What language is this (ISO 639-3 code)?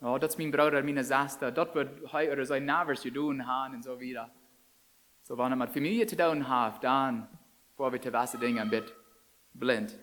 pdt